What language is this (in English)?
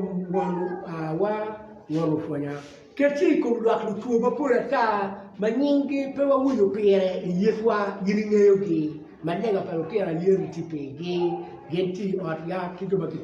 Acoli